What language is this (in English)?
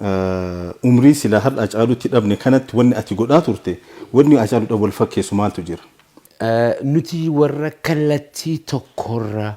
Oromo